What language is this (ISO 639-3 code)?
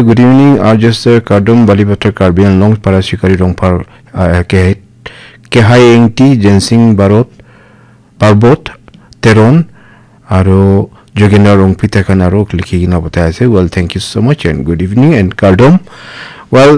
nag